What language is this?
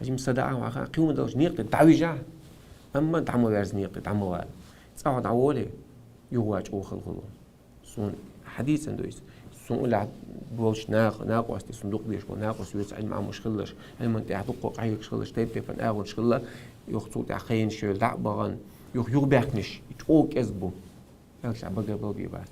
Chechen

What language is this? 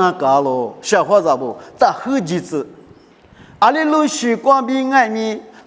Lisu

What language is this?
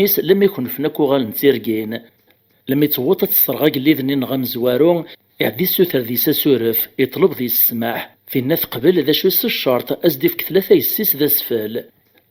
Kabyle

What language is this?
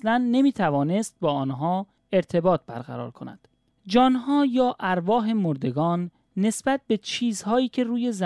Persian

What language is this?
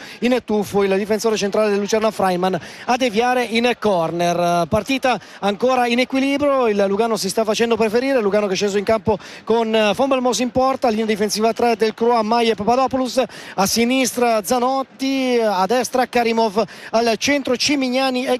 Italian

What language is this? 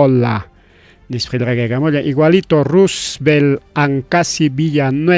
Ayacucho Quechua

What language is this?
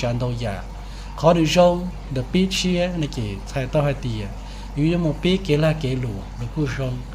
Hmong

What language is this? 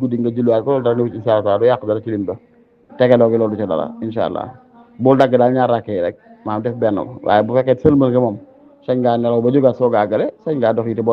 Wolof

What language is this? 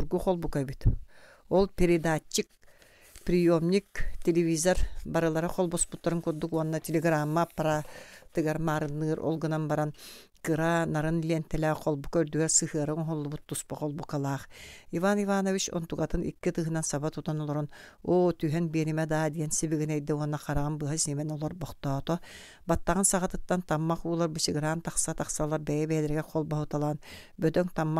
Yakut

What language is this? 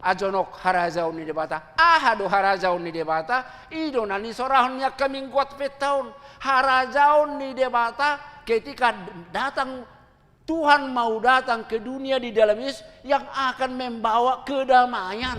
Batak Toba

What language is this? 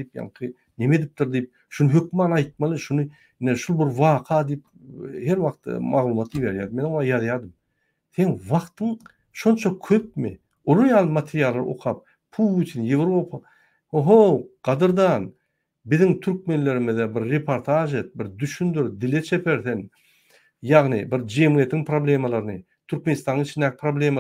Turkmen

